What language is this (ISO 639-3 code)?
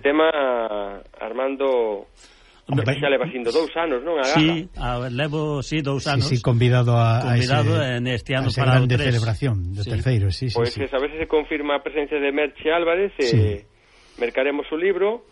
glg